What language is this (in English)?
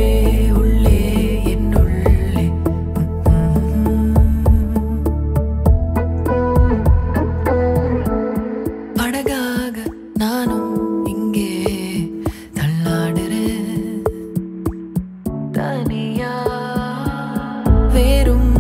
Tamil